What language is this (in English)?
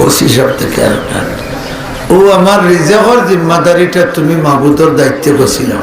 Sylheti